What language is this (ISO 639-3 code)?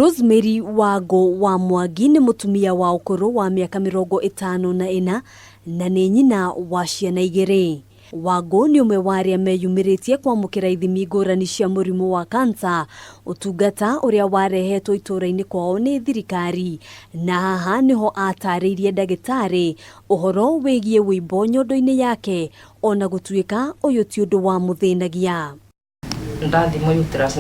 kik